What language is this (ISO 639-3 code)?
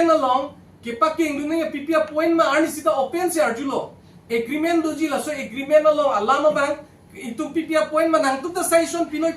mjw